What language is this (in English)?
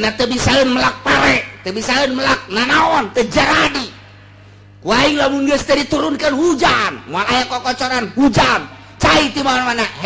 Sundanese